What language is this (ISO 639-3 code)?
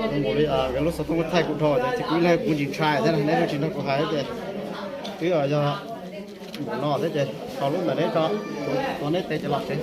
hmn